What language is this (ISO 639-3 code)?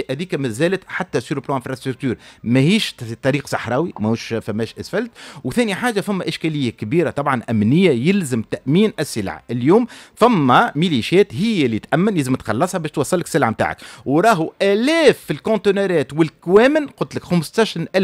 aeb